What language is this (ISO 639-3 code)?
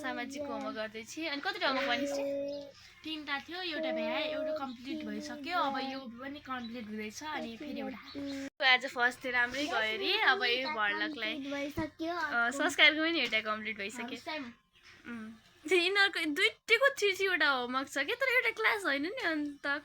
nep